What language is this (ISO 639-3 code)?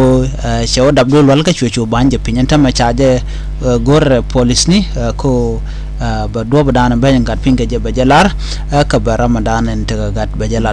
nus